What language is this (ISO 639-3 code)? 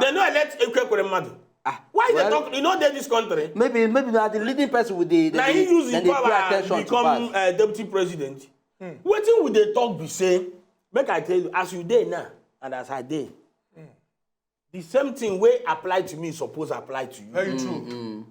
pcm